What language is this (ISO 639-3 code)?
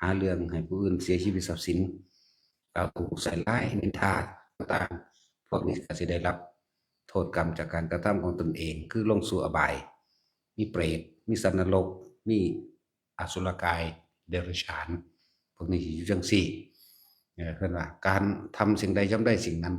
tts